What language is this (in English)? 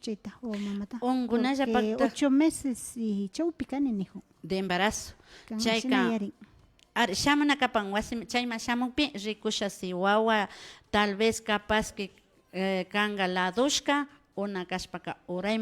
Imbabura Highland Quichua